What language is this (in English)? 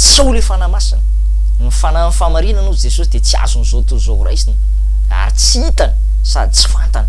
Malagasy